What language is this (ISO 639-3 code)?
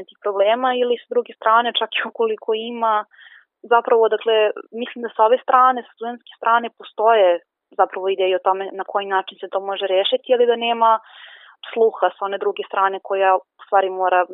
srp